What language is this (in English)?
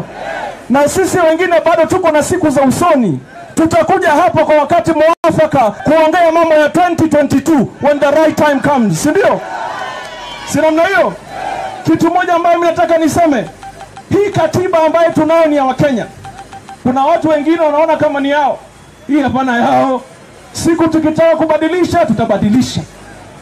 Swahili